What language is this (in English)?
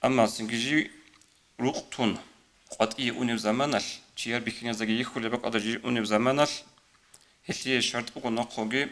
Avaric